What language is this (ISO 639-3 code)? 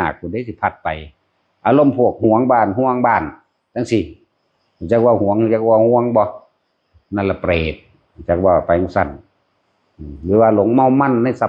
tts